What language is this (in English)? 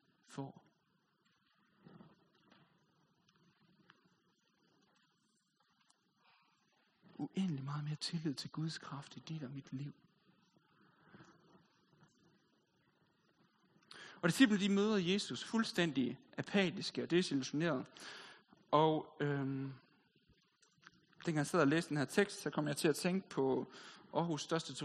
Danish